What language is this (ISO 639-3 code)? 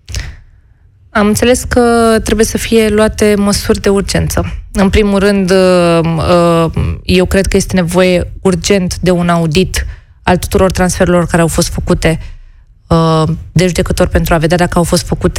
ron